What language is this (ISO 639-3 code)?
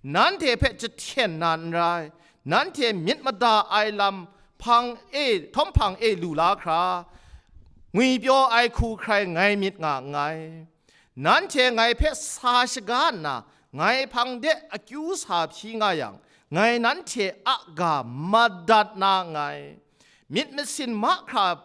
kac